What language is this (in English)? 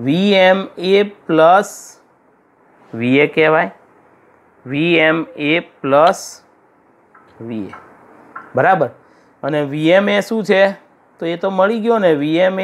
Gujarati